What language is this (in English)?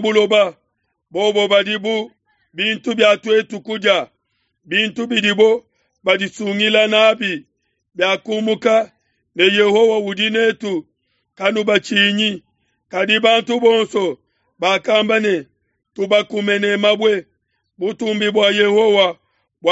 Luba-Lulua